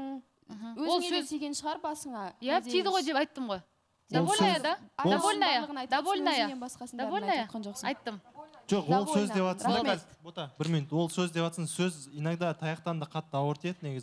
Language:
Kazakh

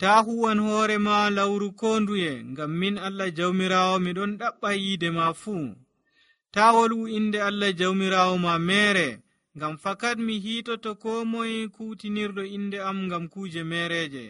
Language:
Nigerian Fulfulde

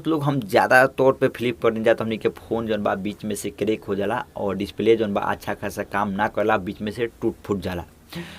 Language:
Bhojpuri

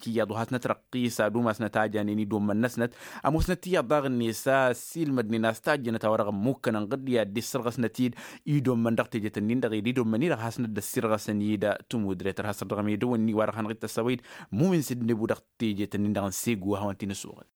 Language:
Tamasheq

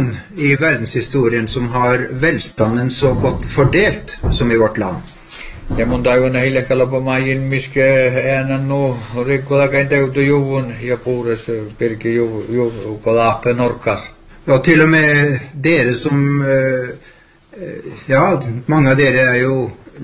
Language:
Norwegian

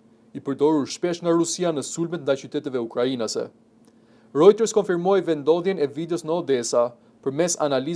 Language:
Albanian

